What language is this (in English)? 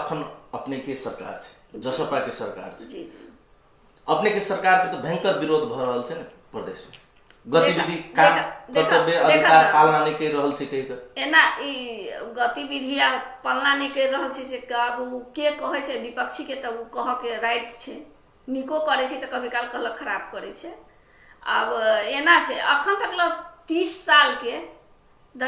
Maithili